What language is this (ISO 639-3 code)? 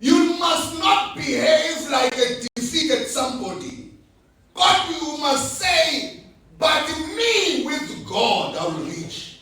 zul